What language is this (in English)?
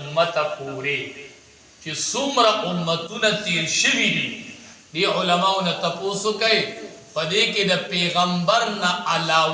Pashto